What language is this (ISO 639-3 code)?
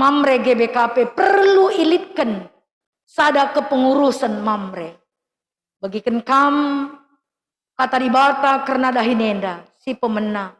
btx